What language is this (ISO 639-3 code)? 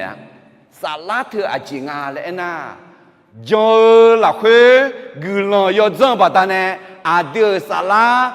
ahk